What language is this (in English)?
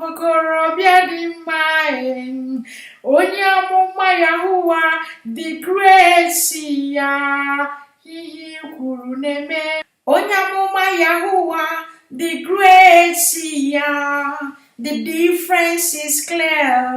Igbo